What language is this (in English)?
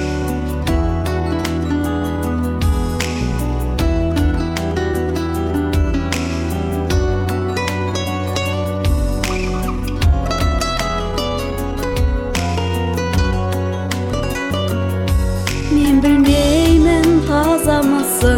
Kazakh